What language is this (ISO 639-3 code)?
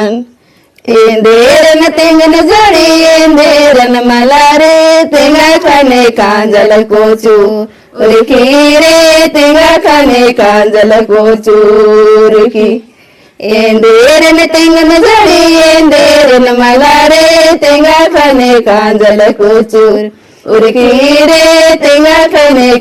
kru